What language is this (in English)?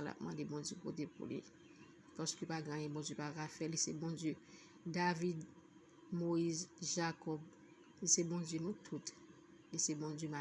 Haitian Creole